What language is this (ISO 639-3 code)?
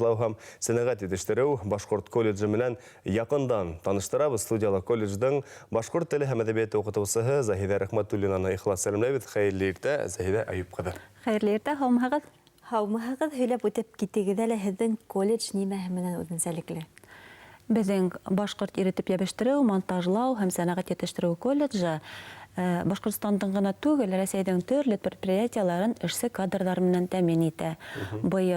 bak